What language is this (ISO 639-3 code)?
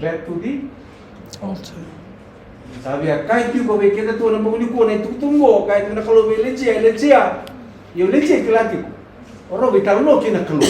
fij